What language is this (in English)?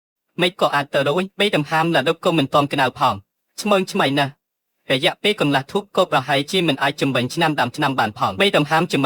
Khmer